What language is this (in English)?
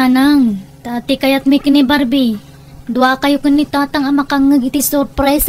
Iloko